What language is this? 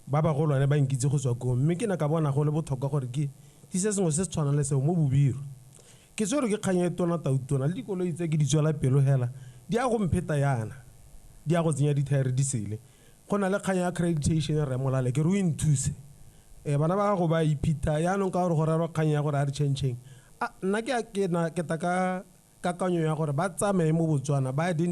Tswana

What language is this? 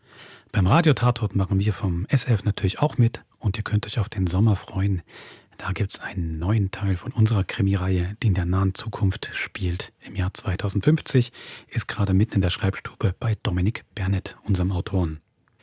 Swiss German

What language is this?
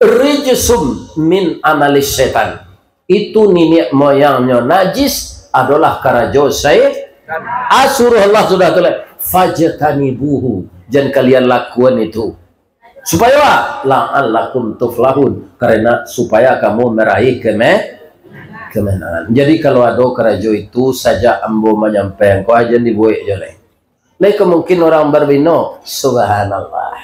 Minangkabau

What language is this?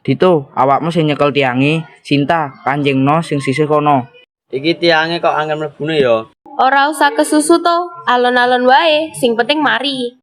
Javanese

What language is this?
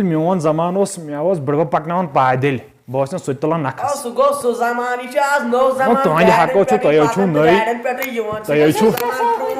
Kashmiri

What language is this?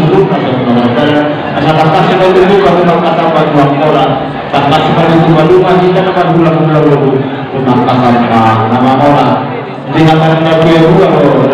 Batak Toba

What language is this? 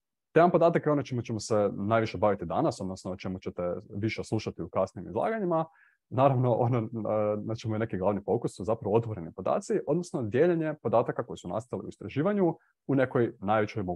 Croatian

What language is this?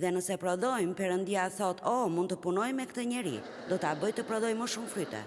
Albanian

